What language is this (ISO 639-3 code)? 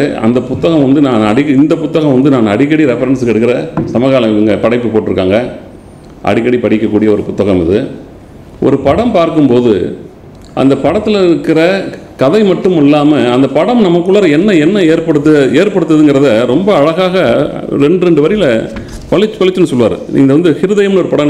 tam